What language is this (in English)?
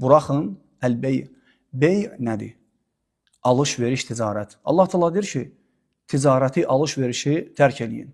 Azerbaijani